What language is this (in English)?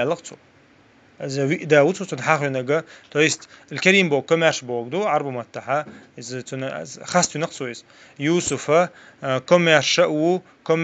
Chechen